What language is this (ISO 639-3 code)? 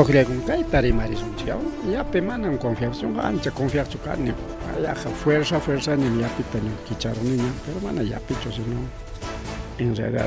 quy